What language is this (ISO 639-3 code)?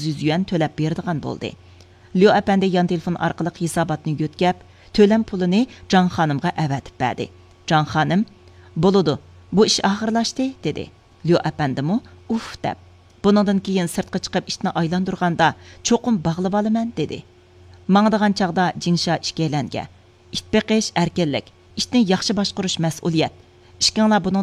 uig